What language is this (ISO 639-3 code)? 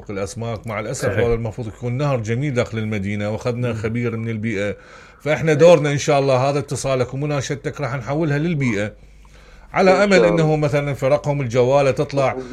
acm